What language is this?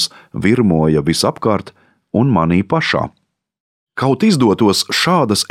Latvian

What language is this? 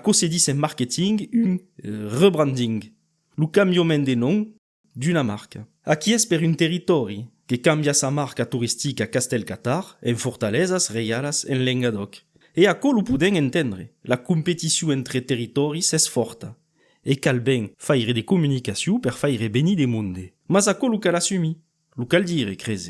Occitan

